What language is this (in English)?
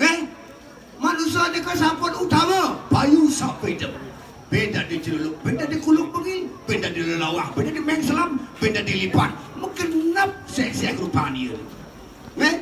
Balinese